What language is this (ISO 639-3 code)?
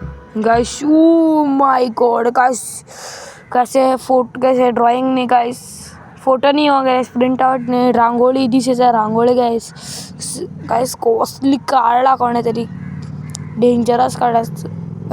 kok